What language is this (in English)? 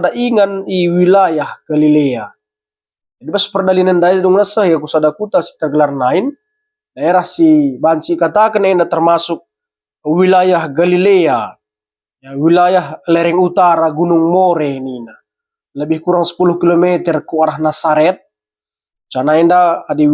Batak Karo